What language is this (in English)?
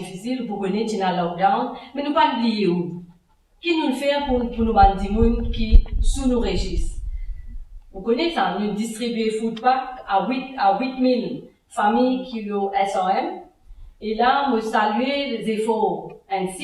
Morisyen